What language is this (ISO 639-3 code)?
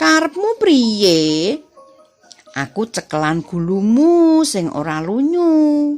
jav